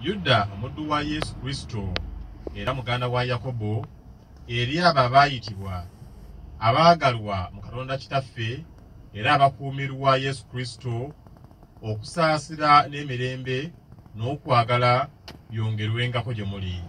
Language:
Ganda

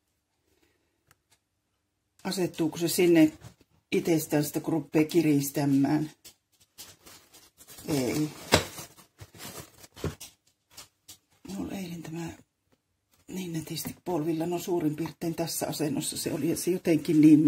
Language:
Finnish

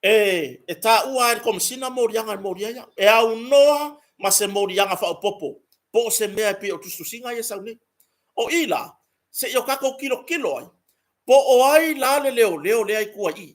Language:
Samoan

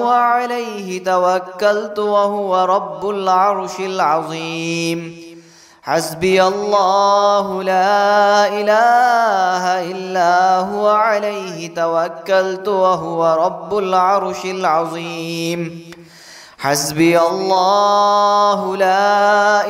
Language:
Arabic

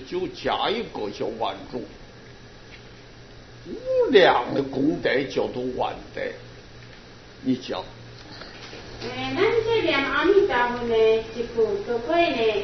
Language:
Chinese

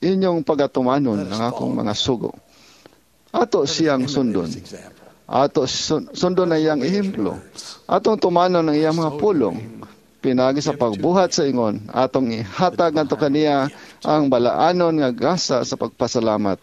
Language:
Cebuano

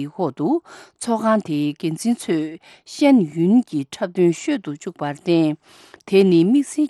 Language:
Tibetan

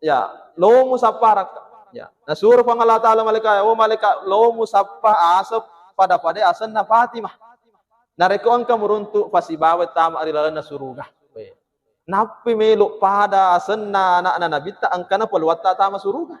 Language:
Buginese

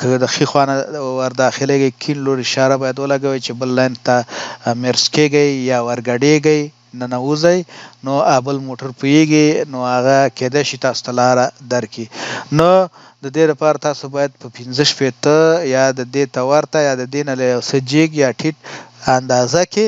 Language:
Pashto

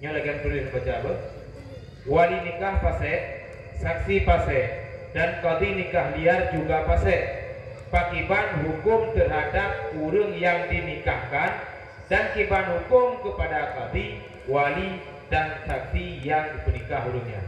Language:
Achinese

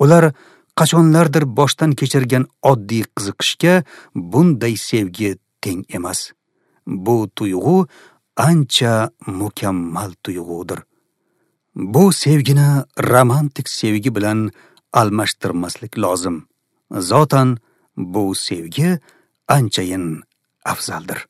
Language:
Uzbek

